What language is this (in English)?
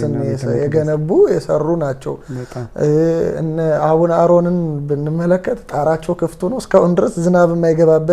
Amharic